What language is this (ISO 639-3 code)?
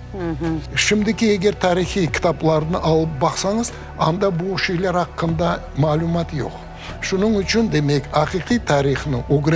crh